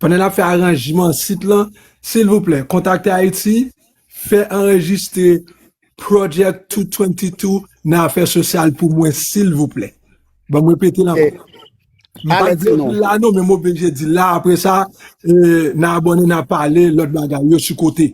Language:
Haitian Creole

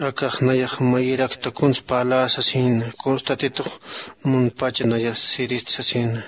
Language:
Aymara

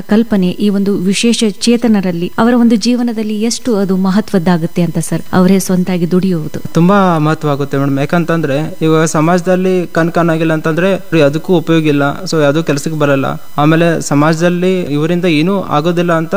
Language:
Kannada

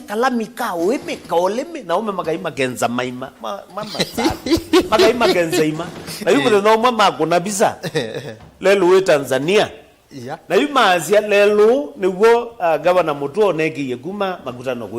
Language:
Kamba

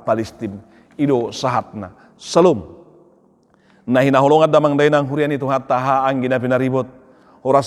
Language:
Batak Toba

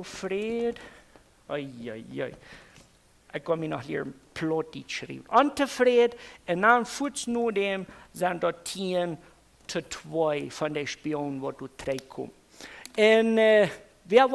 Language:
Plautdietsch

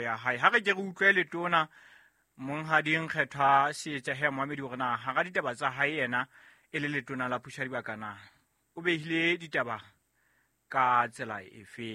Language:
Southern Sotho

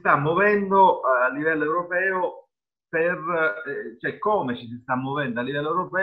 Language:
Italian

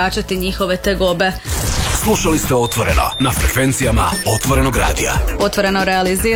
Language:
Croatian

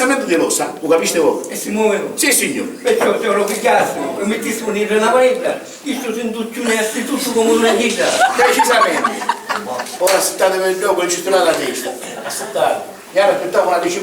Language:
Sicilian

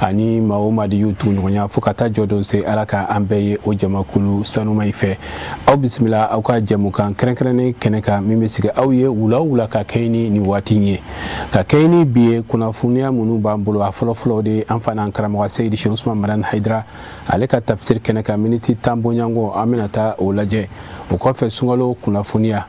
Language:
Bambara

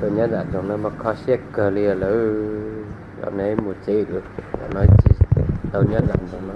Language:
Hmong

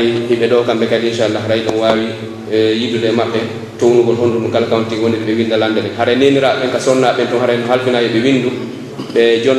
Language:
Pular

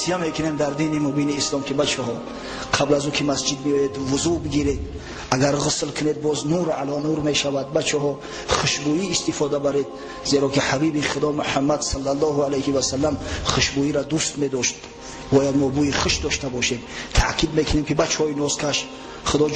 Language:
Tajik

